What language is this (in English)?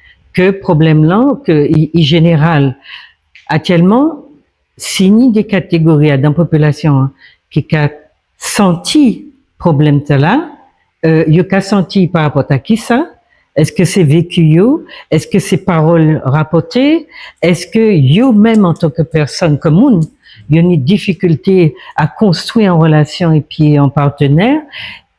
Guadeloupean Creole French